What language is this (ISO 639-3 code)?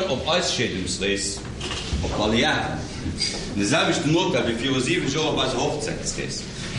ltz